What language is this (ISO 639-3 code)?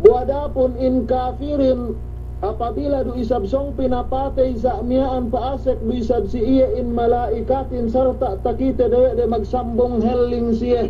yka